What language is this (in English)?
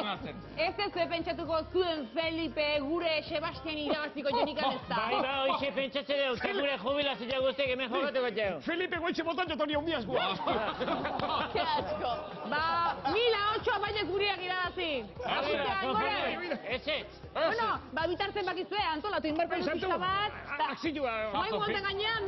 Basque